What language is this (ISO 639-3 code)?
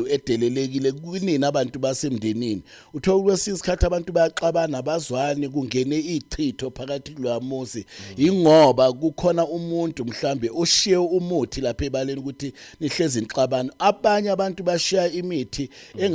zul